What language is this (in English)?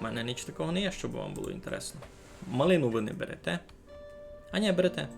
Rusyn